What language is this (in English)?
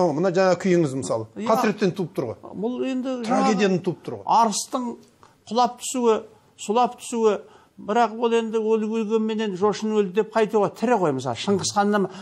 Kazakh